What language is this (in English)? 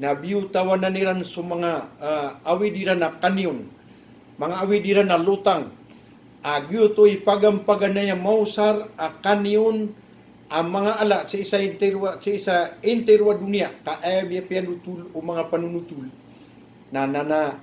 Maranao